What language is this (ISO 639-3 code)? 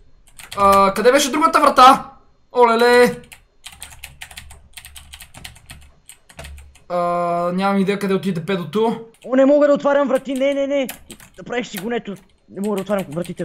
bul